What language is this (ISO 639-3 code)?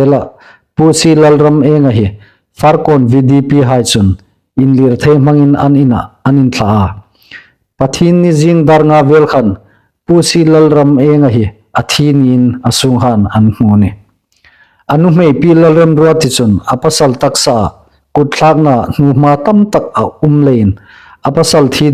hmr